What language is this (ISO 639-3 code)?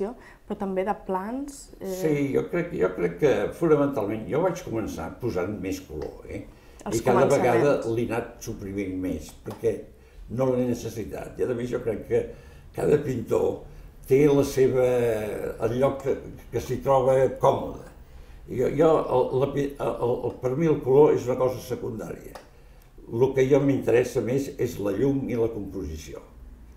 cat